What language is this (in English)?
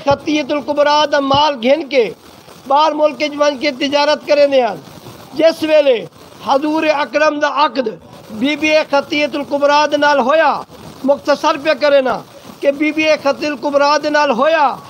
Saraiki